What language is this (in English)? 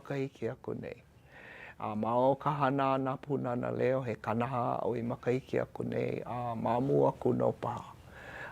Hawaiian